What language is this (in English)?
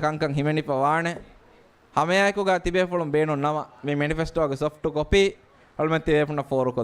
Divehi